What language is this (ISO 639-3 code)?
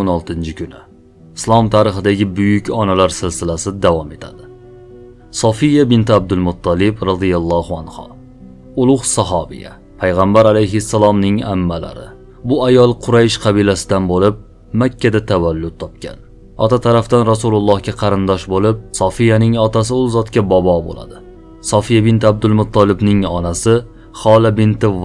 uzb